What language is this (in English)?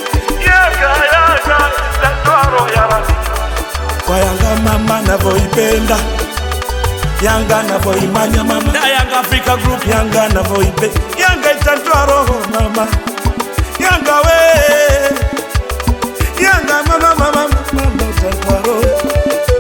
Swahili